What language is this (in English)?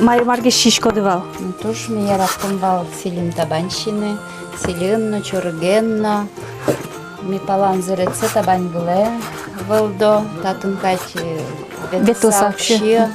Udmurt